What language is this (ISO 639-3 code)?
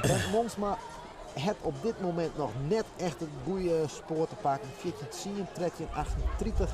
fry